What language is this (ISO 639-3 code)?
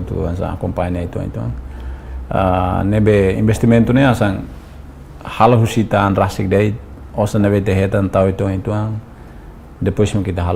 tet